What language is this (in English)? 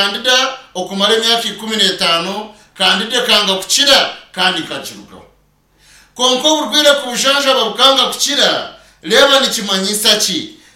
Nyankole